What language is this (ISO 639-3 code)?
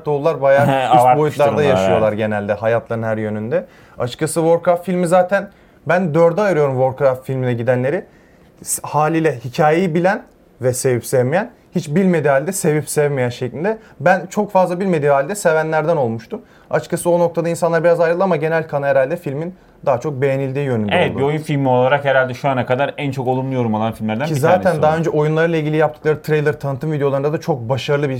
tur